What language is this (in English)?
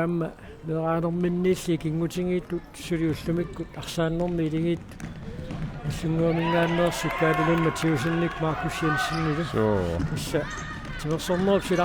Kalaallisut